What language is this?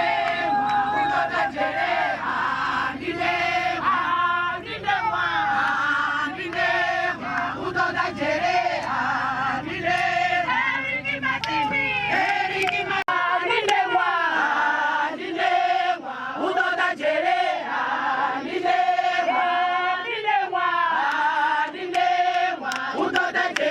Venda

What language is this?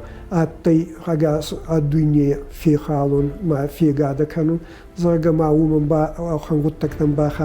Ossetic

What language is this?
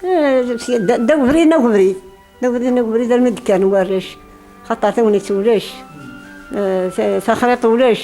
Kabyle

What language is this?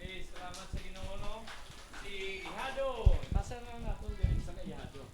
Hiligaynon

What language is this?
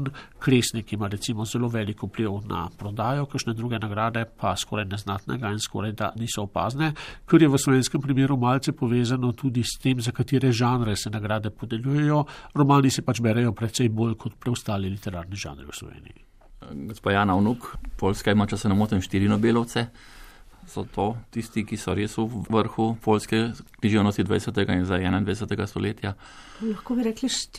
Slovenian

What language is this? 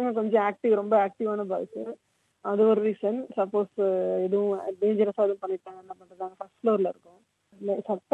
Tamil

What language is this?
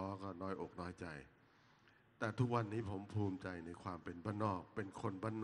Thai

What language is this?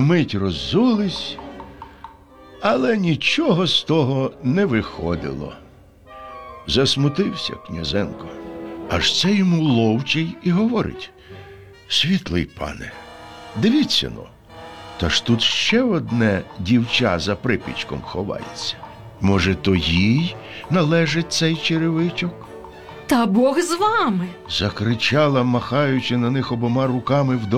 Ukrainian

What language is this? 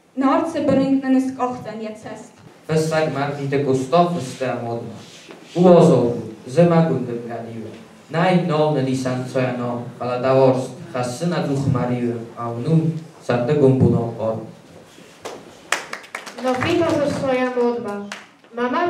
Ossetic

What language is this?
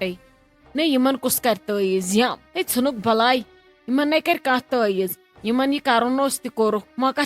Kashmiri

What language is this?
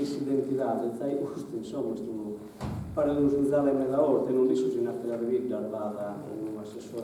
Sardinian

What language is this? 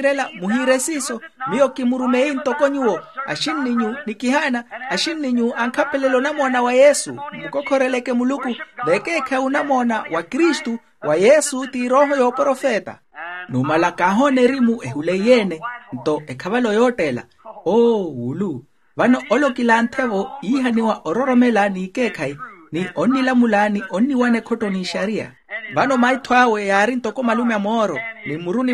Makhuwa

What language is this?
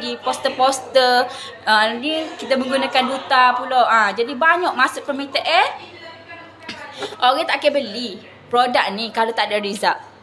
Malay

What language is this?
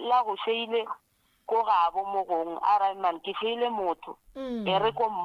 Northern Sotho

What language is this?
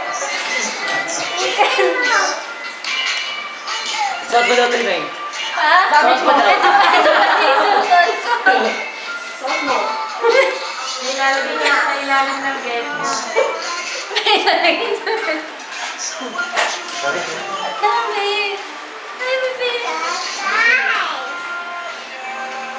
Filipino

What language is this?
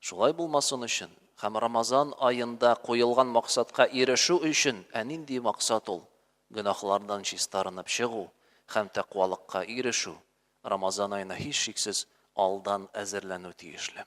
Tatar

